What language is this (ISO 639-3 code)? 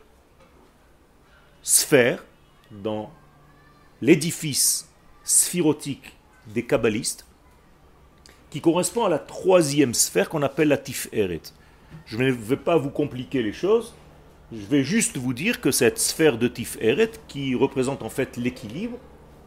fra